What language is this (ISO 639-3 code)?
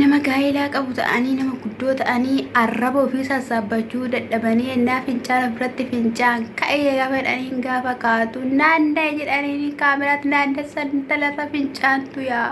orm